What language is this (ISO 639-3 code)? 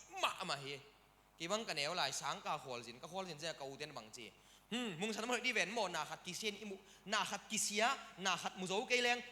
ctd